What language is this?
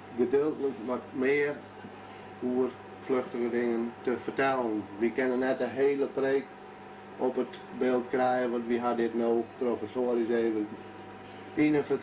Western Frisian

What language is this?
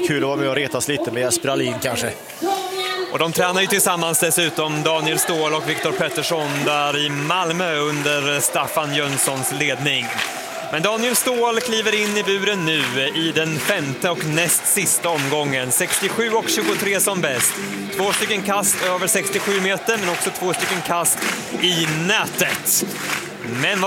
Swedish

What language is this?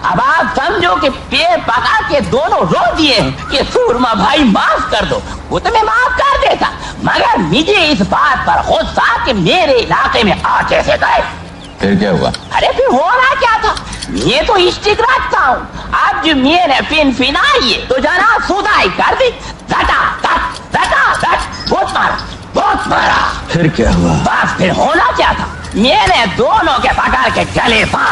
Hindi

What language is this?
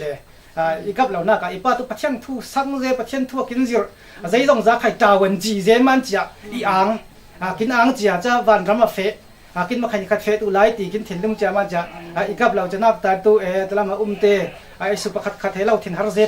Falam Chin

